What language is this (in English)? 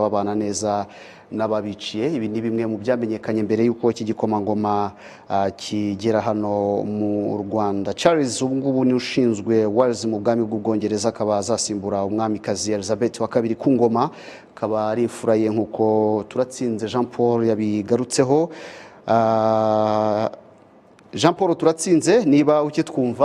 Kinyarwanda